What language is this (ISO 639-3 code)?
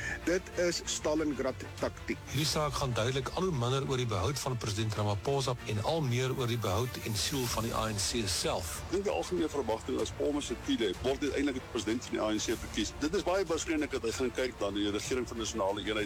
afr